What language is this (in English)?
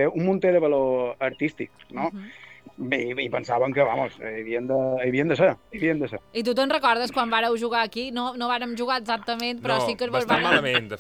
Catalan